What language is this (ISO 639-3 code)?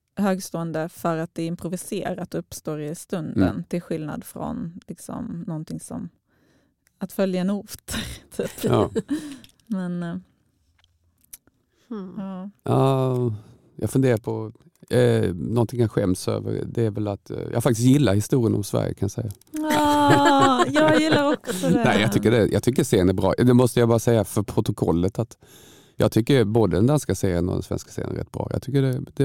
swe